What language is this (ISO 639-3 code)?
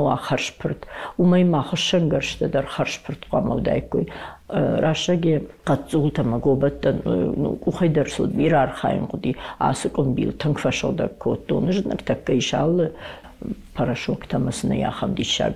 oss